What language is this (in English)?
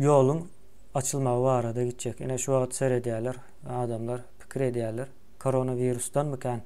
Turkmen